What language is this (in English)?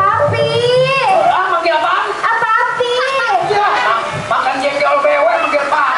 Betawi